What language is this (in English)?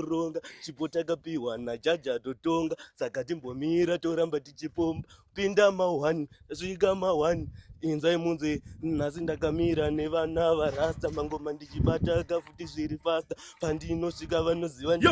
Shona